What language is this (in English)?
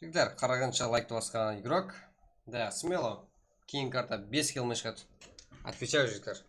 Kara-Kalpak